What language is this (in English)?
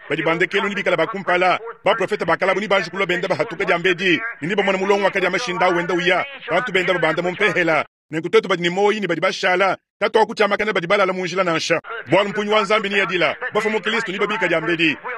Luba-Lulua